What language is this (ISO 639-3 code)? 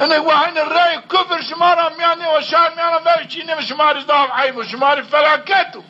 zza